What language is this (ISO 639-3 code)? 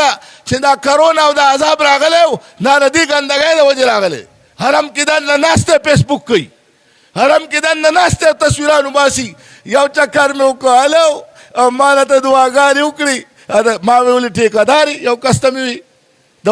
pus